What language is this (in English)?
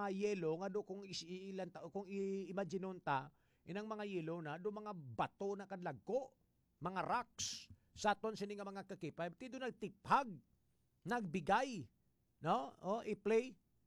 Hiligaynon